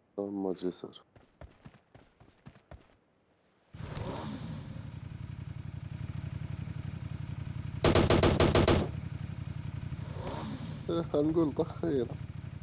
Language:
South Levantine Arabic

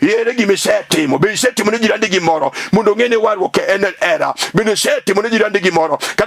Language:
Luo (Kenya and Tanzania)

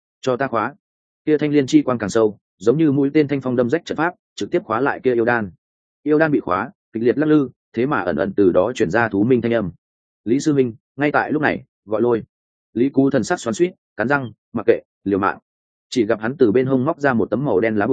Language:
Vietnamese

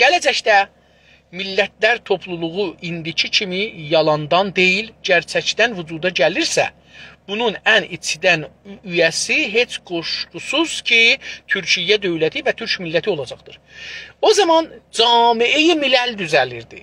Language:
South Azerbaijani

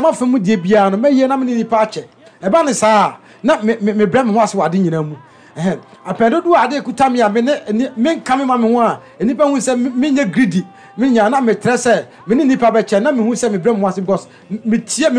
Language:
Akan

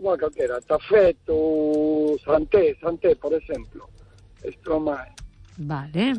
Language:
Galician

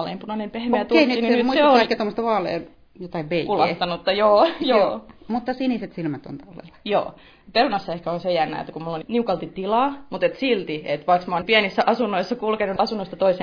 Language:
Finnish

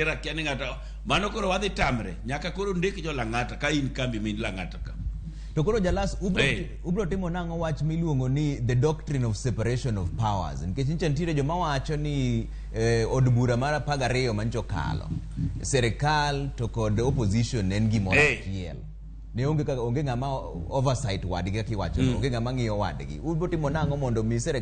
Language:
Luo (Kenya and Tanzania)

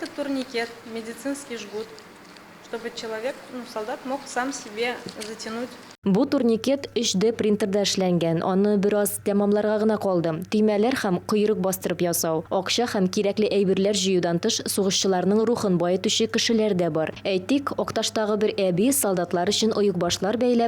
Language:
Tatar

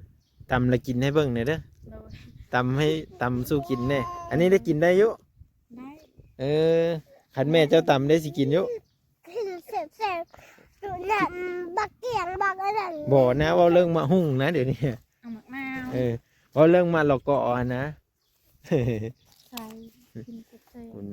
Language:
Lao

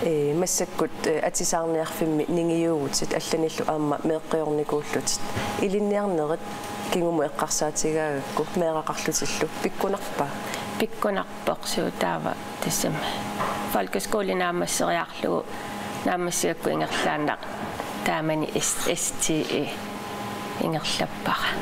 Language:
Kalaallisut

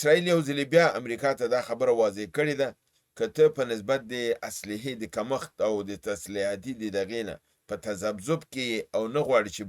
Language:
Pashto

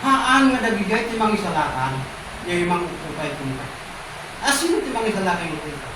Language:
Iloko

